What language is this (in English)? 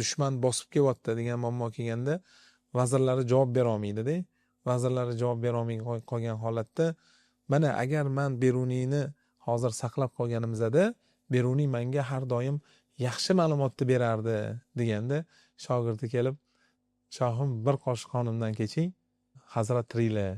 Uzbek